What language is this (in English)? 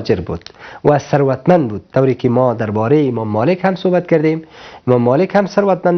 Persian